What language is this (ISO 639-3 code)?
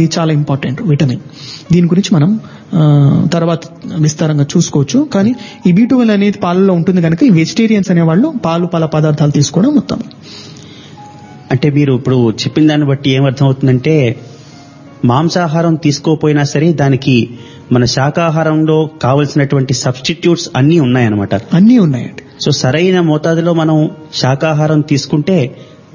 tel